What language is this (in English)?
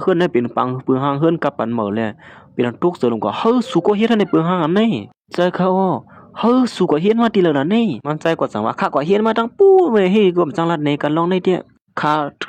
Shan